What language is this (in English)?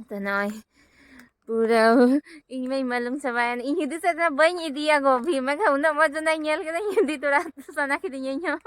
Santali